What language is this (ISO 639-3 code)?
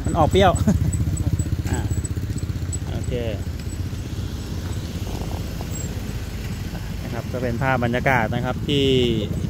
tha